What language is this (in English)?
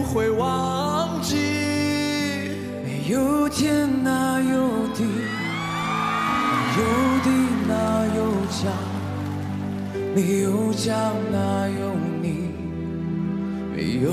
Chinese